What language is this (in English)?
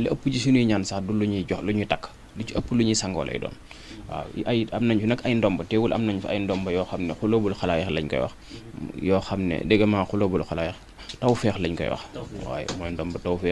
Wolof